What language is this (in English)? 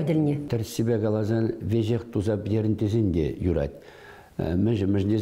Chuvash